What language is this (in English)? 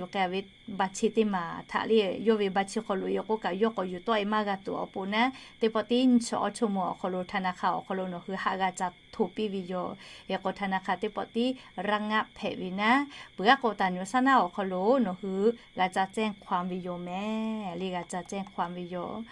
Lahu